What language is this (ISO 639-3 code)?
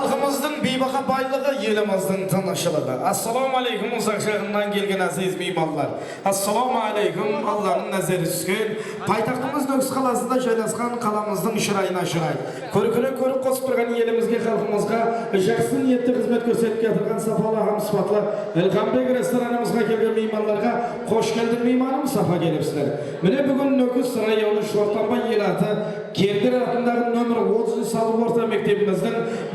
kaa